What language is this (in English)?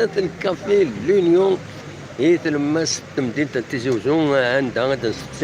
Kabyle